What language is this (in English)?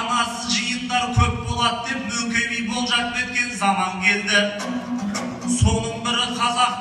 Kazakh